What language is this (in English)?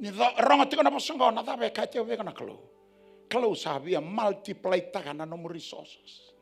Fijian